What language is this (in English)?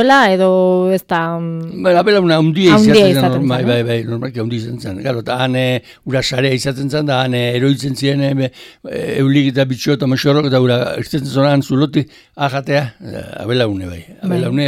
Basque